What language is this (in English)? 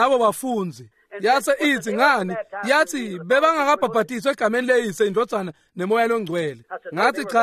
Swati